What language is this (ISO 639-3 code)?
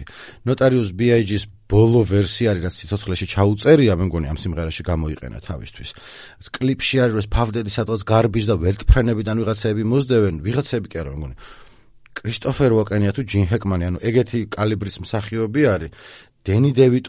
kat